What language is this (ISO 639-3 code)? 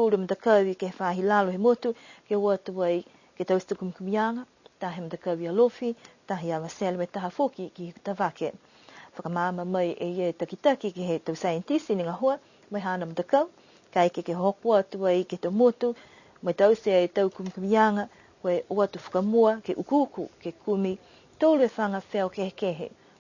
niu